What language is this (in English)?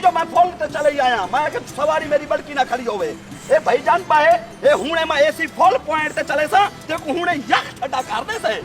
Saraiki